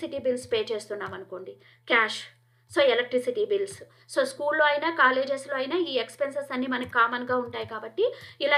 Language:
Telugu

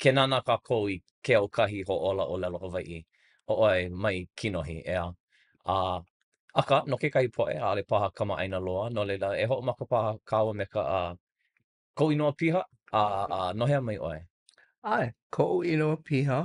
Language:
Hawaiian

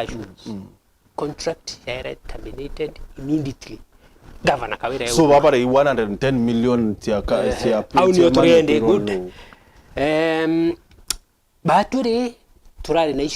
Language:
Meru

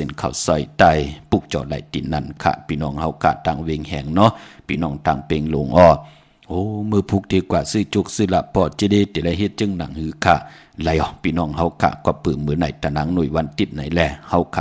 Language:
Shan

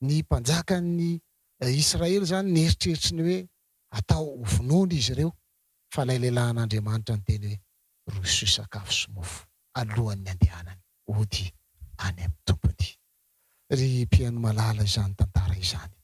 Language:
Malagasy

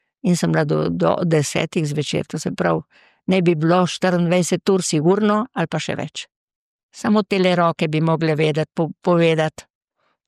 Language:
Slovenian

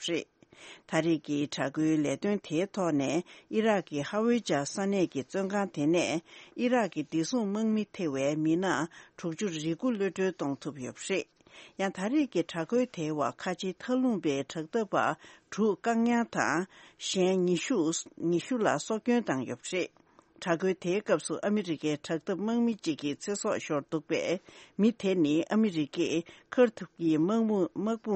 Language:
Tibetan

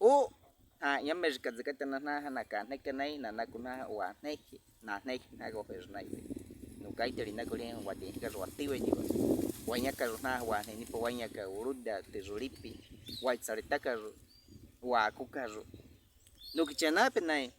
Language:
Baniwa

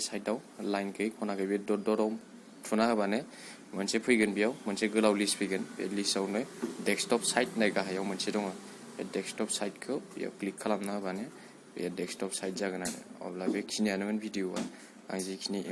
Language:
Bodo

